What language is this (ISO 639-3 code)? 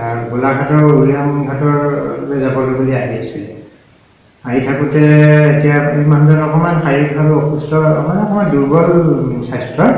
asm